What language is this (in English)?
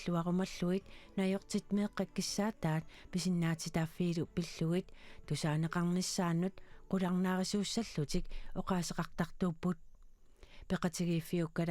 Kalaallisut